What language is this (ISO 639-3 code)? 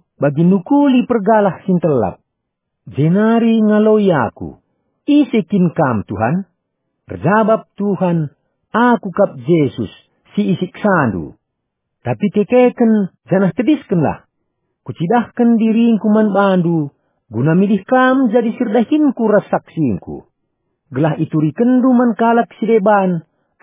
btx